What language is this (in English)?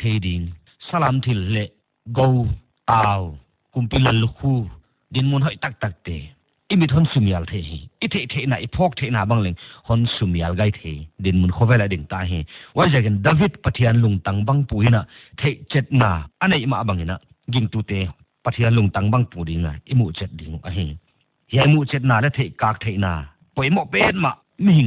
Paite Chin